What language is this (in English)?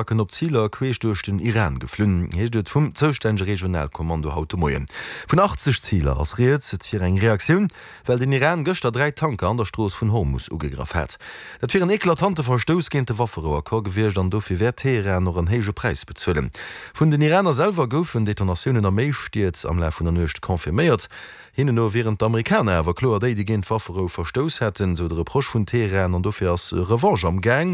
Luxembourgish